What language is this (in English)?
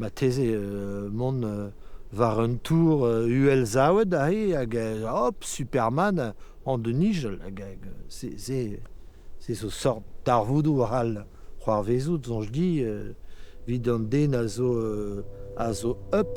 Breton